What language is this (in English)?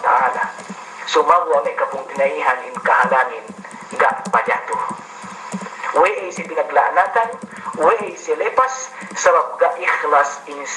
Yakan